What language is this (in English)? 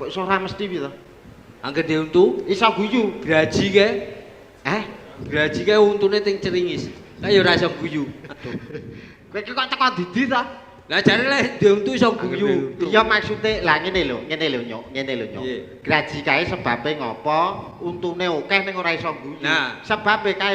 Javanese